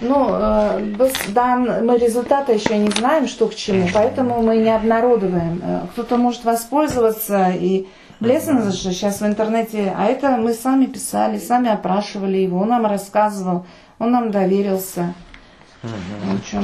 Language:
Crimean Tatar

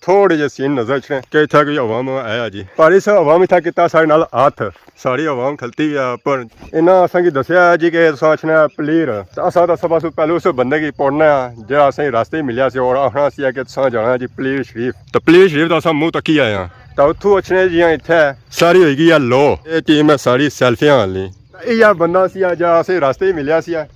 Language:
Pahari-Potwari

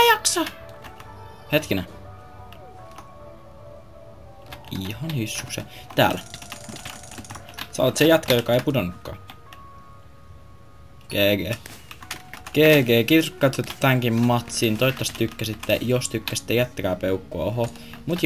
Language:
Finnish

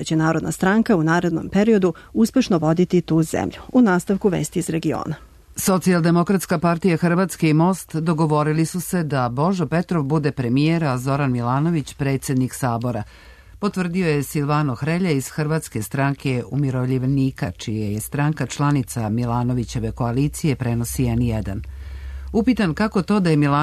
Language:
Serbian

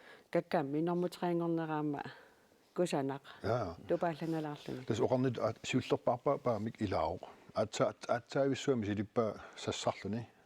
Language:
Kalaallisut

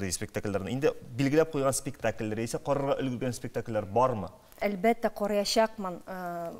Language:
Tatar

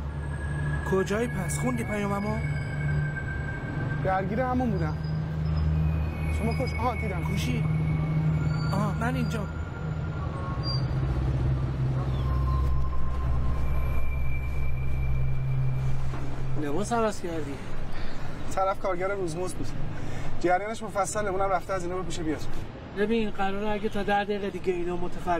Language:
Persian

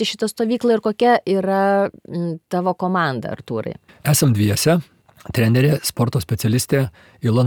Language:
Lithuanian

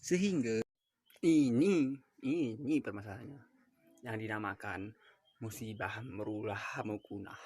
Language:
Gayo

